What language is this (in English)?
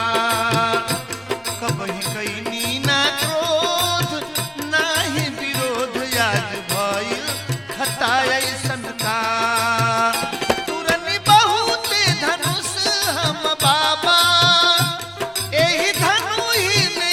Bhojpuri